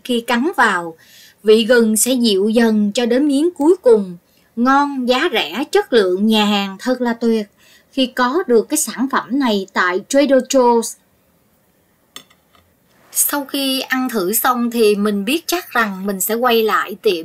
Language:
Vietnamese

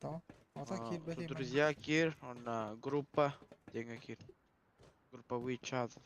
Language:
Yakut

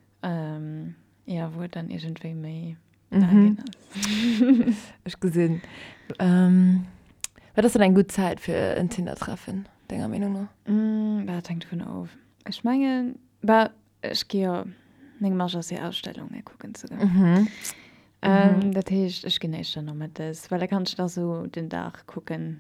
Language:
Luxembourgish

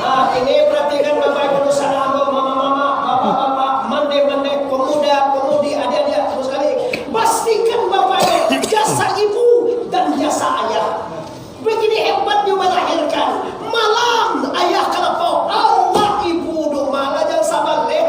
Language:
Minangkabau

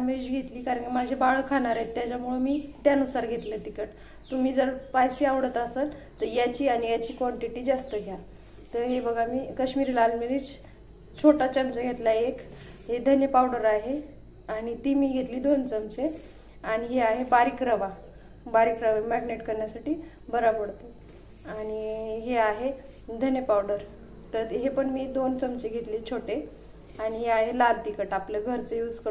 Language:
Marathi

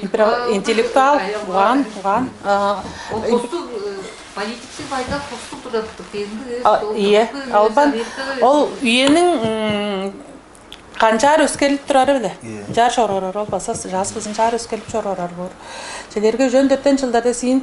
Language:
Tuvinian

